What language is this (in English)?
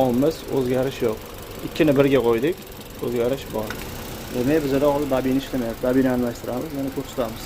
Uzbek